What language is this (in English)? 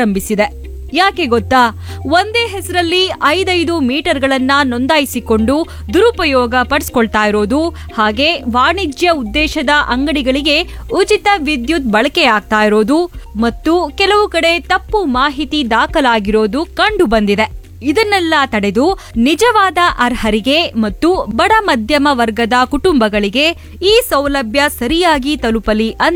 Kannada